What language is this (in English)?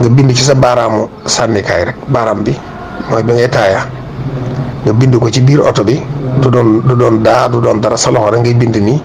Wolof